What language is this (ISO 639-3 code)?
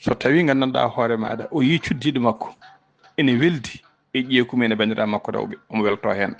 ful